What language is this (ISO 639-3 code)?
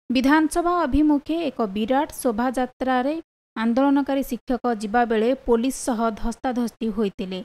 ori